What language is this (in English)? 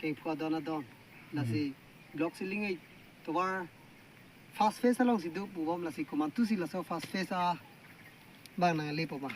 Karbi